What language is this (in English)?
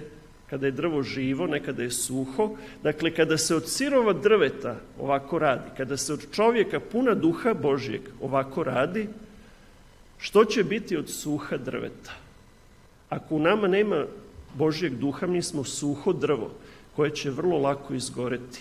Serbian